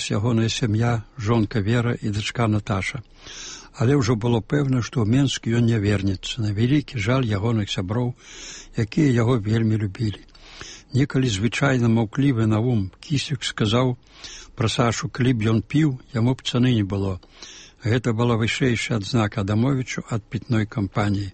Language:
Belarusian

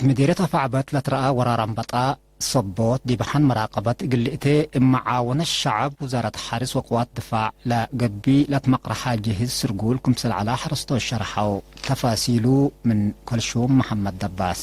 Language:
Tigre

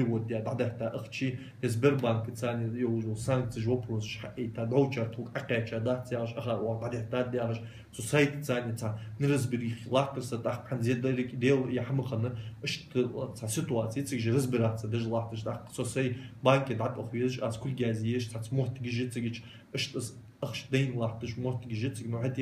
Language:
Ingush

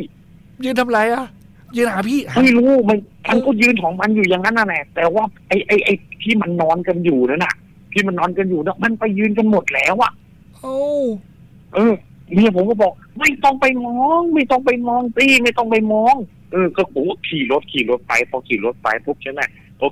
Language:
Thai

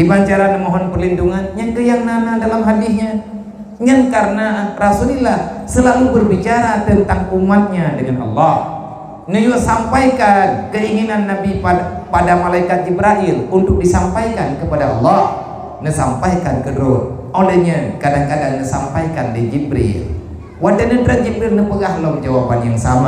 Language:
Achinese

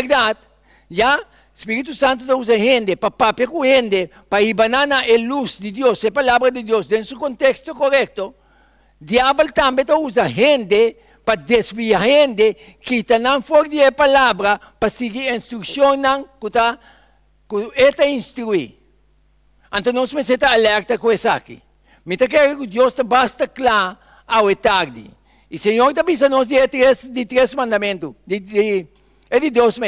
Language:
Papiamento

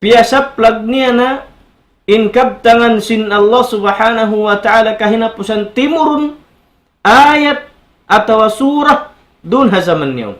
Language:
Tausug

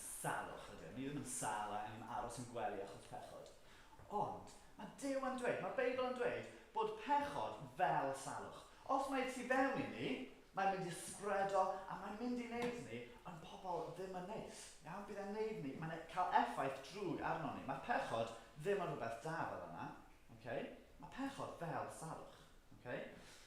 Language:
Welsh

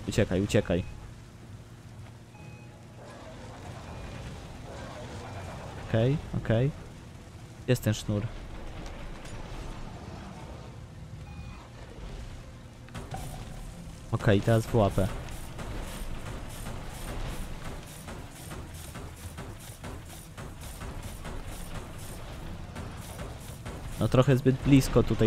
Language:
Polish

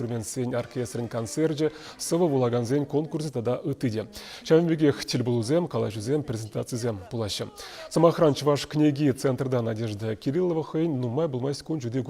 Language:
Chuvash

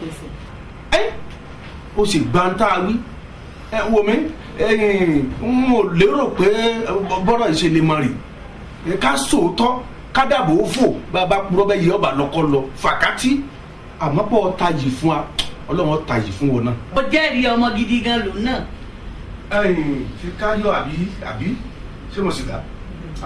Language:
Yoruba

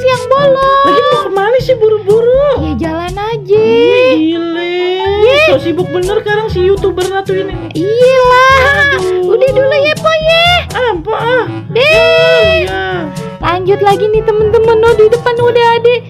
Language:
Betawi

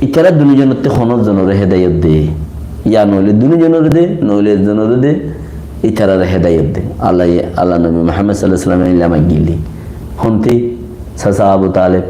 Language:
Rohingya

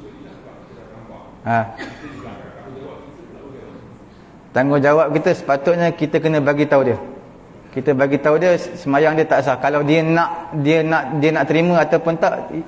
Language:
Malay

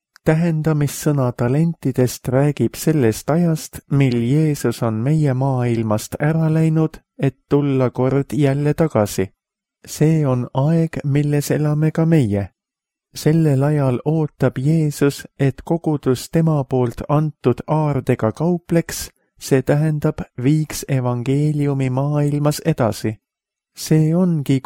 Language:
Estonian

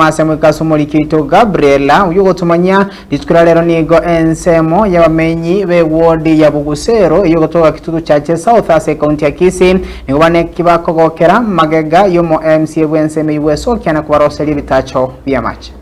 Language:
Gusii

